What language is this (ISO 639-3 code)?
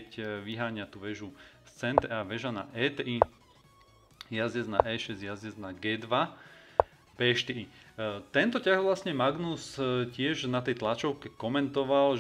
slk